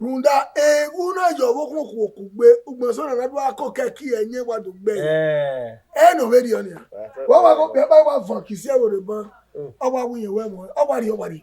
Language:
Bini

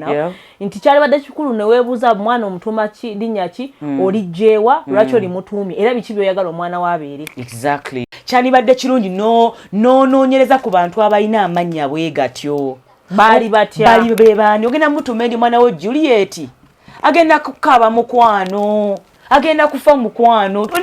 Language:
Ganda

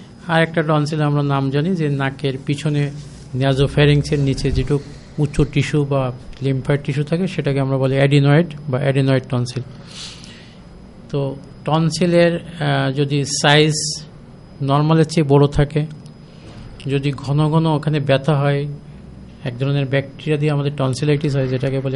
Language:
Bangla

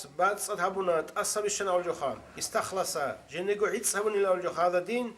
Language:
Avaric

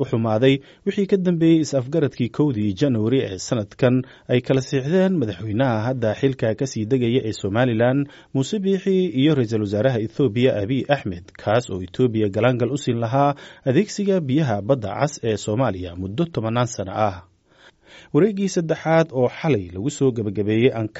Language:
Somali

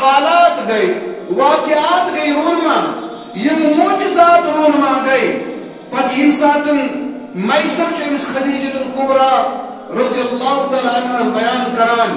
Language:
Kashmiri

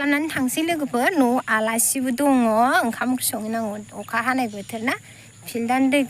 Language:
Bodo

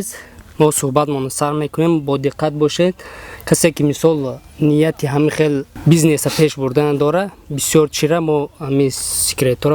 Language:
Tajik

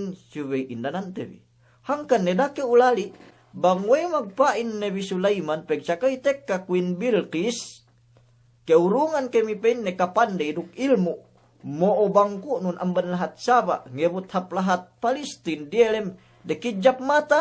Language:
Yakan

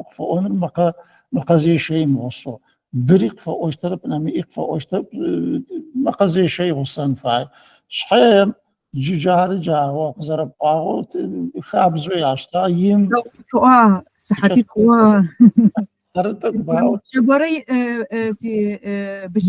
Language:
Adyghe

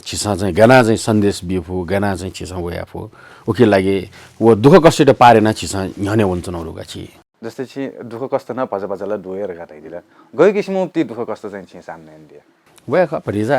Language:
Newari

